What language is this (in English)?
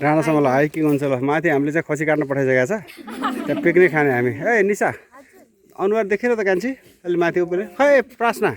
Nepali